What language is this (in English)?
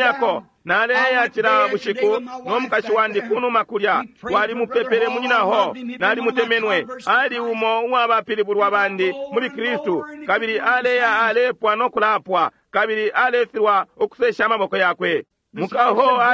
Bemba